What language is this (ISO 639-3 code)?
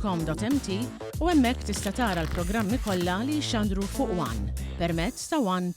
mlt